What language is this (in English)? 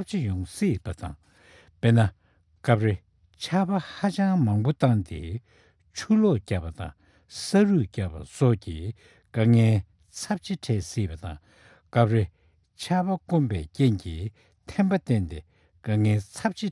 Tibetan